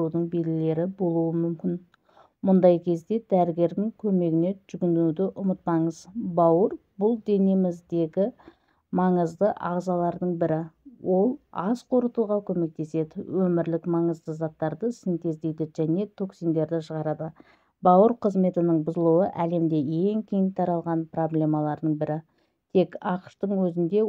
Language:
Kazakh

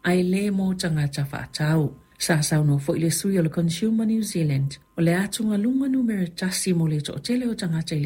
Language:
Samoan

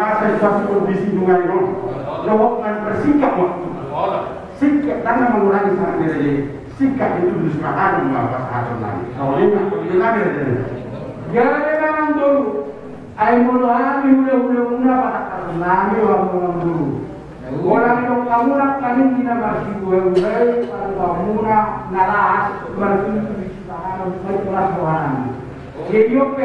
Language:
Batak Toba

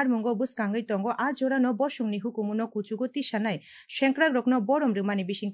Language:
Kok Borok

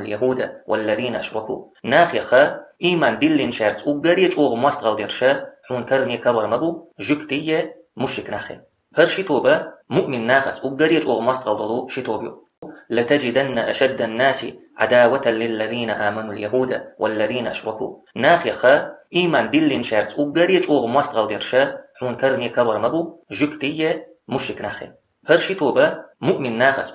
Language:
Chechen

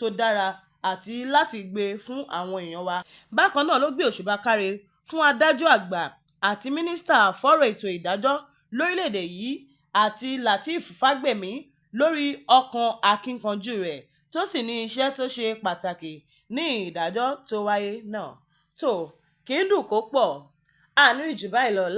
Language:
Yoruba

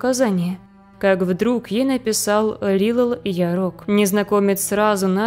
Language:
Russian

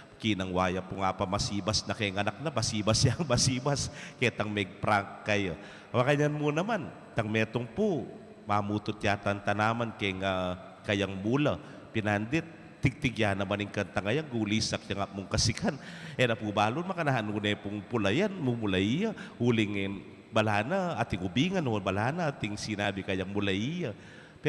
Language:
Pampanga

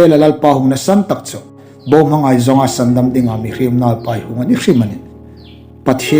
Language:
Hmar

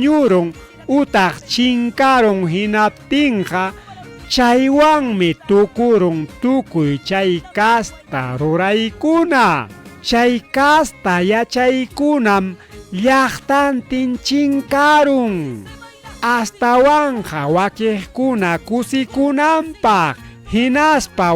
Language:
Ayacucho Quechua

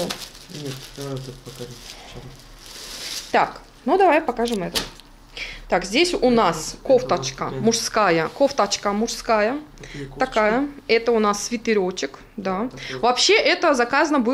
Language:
Russian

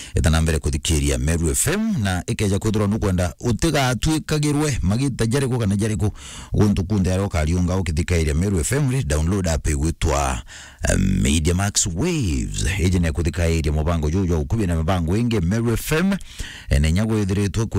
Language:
Meru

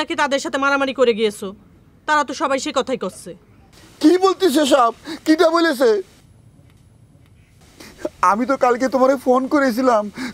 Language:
Bangla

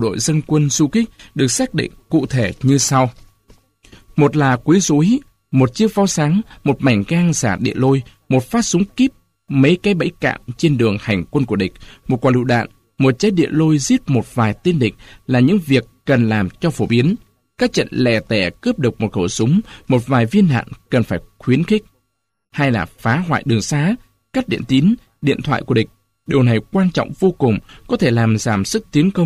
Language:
Vietnamese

